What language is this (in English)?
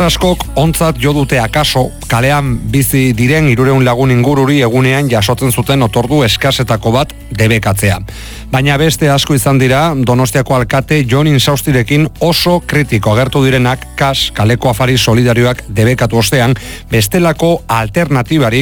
Basque